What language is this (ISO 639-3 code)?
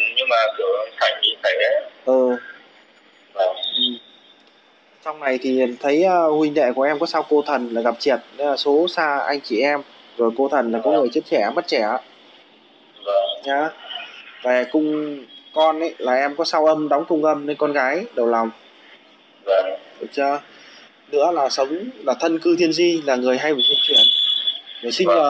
vie